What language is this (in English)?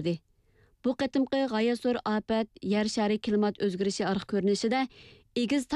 Uyghur